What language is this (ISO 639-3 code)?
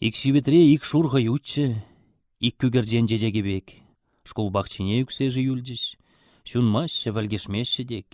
chv